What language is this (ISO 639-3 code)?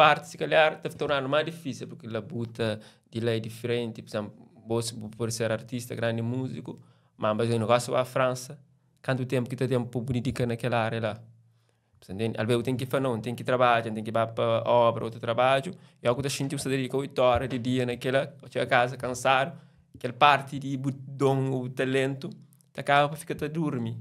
kea